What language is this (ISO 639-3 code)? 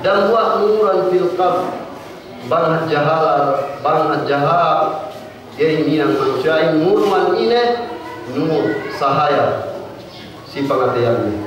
yka